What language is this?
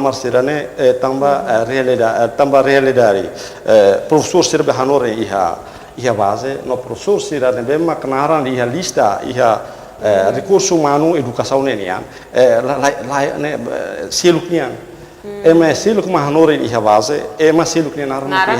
Tetum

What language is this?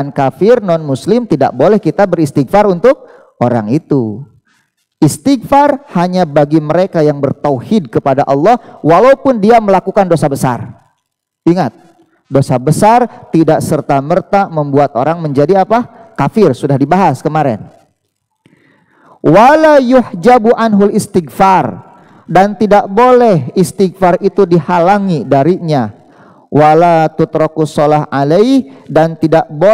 Indonesian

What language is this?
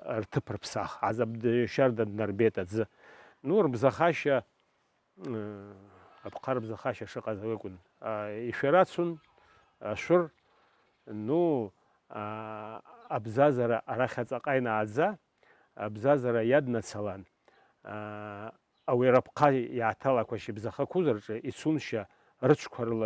Abkhazian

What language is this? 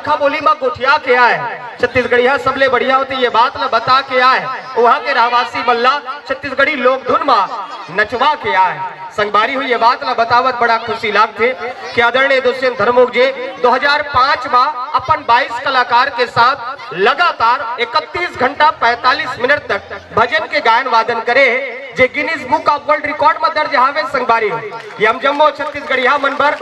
Chhattisgarhi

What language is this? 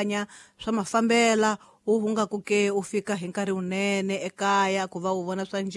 Tsonga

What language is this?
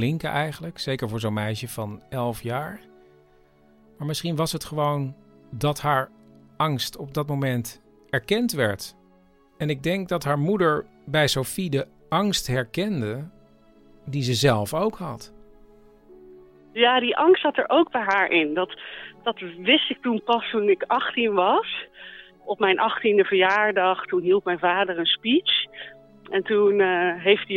Dutch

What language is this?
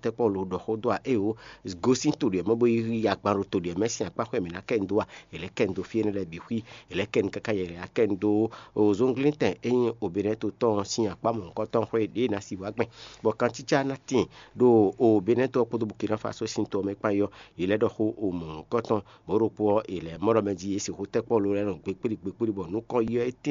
Fon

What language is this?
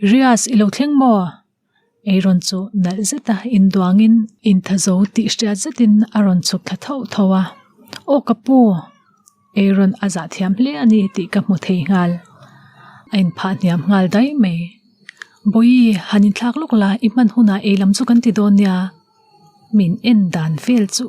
Mizo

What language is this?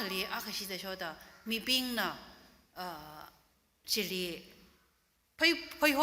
Tangkhul Naga (India)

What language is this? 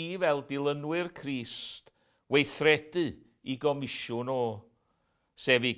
Welsh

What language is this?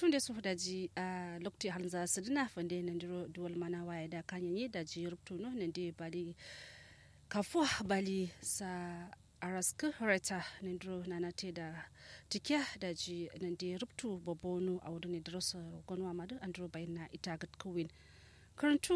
Kanuri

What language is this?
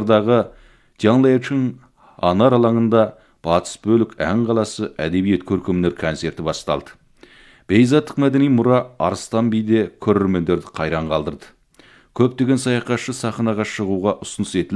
Kazakh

